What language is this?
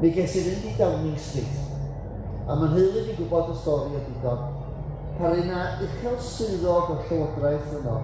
Welsh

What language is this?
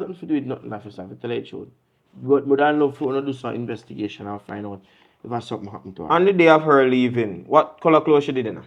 Jamaican Creole English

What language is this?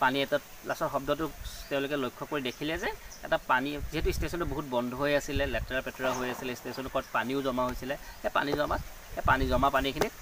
Assamese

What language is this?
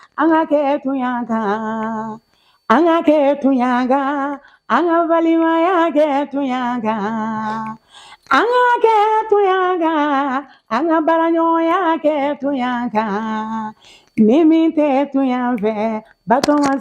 Bambara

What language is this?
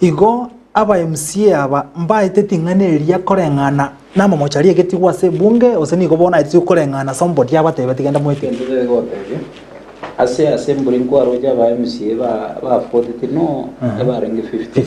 Gusii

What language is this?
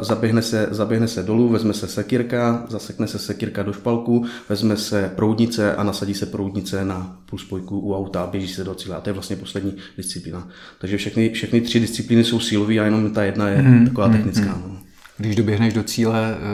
Czech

